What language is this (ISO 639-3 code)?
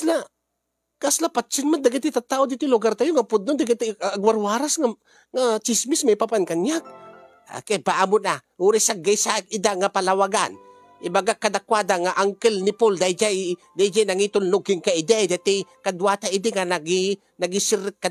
ilo